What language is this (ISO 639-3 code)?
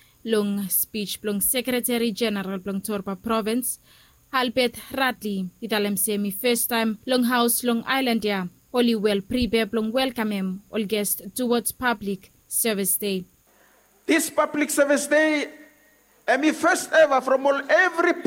bis